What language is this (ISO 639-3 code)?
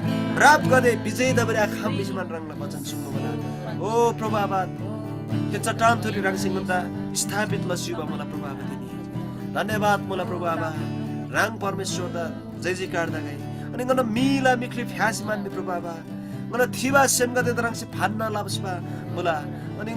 taj